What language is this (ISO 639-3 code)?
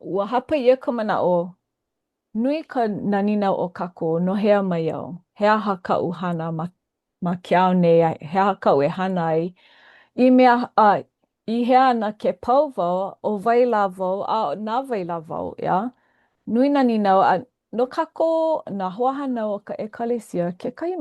haw